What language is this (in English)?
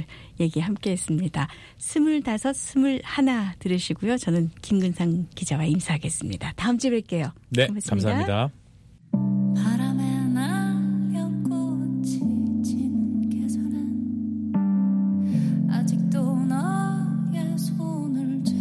Korean